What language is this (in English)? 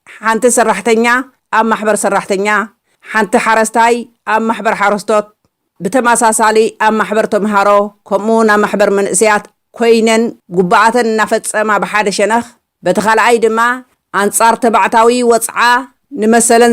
Tigrinya